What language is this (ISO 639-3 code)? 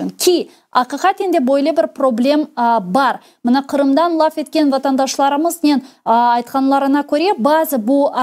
crh